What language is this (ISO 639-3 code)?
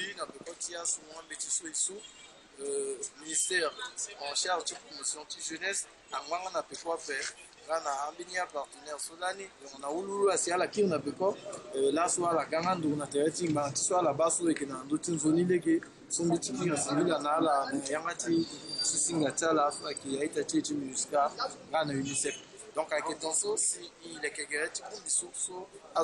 sag